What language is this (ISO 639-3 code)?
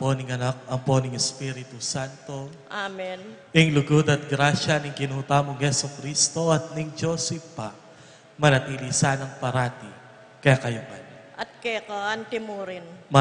pam